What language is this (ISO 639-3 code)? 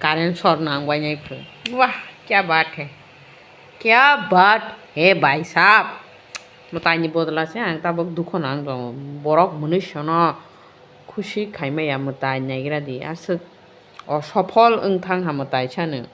trp